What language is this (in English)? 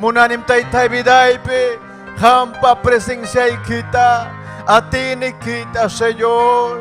Ayacucho Quechua